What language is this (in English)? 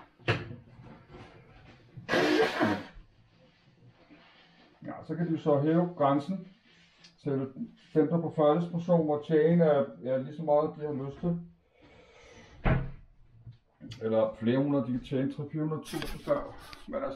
Danish